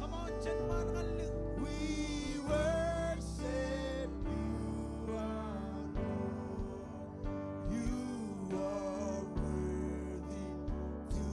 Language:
Marshallese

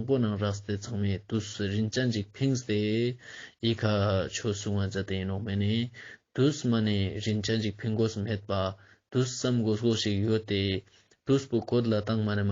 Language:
Ladakhi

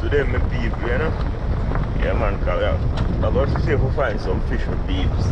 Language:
Jamaican Creole English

